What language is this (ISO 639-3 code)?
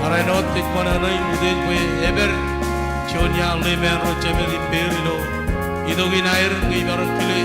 mah